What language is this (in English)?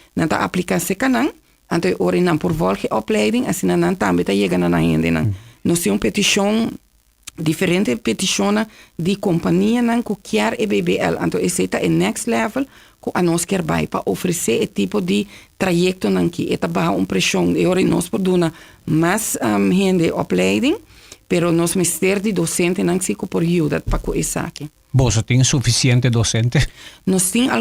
Papiamento